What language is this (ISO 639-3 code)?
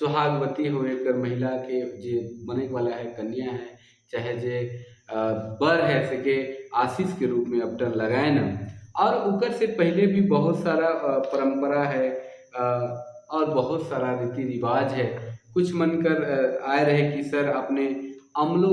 sck